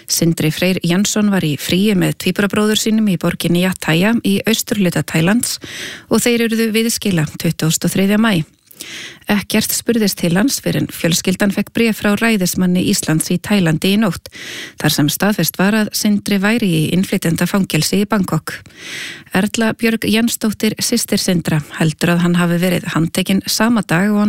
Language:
Icelandic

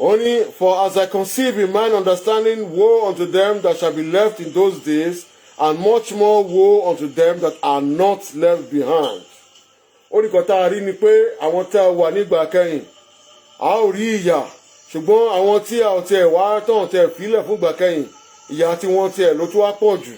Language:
Yoruba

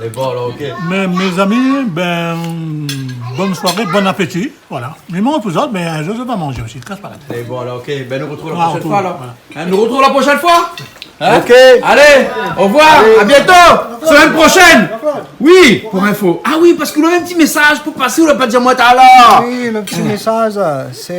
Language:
Réunion Creole French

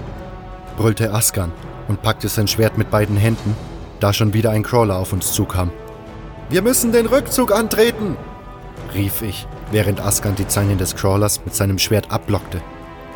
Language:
German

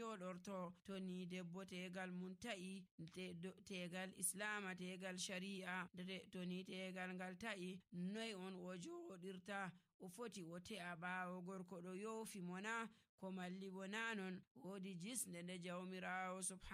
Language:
Nigerian Fulfulde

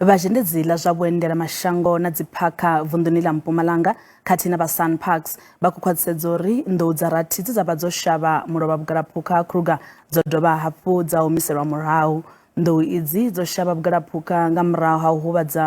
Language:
Venda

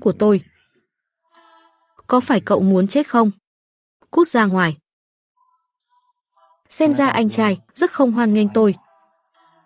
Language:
Vietnamese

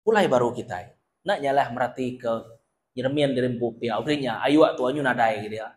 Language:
Iban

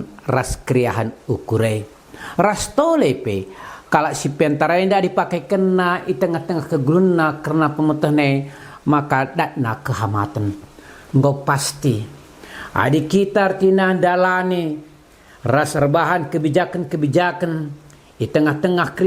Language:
Batak Karo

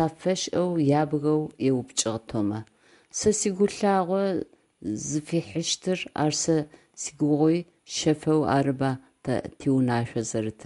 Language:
Adyghe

